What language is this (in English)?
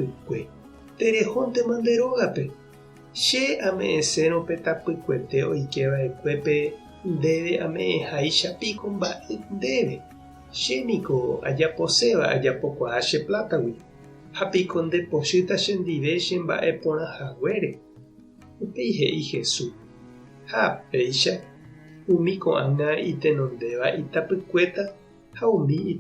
Guarani